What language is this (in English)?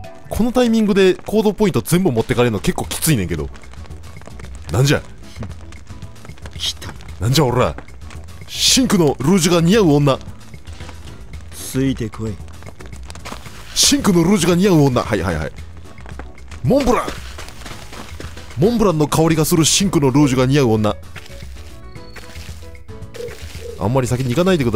Japanese